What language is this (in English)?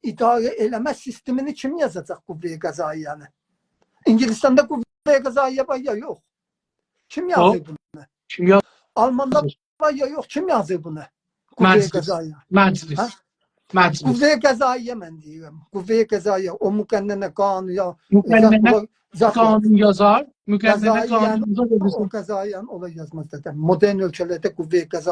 South Azerbaijani